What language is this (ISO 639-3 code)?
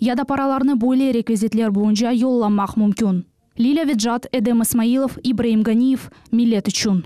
crh